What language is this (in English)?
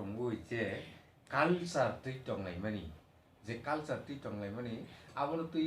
Kok Borok